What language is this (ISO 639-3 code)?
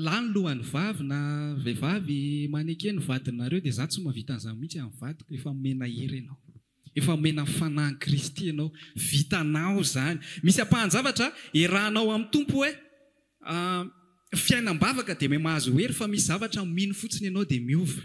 mlg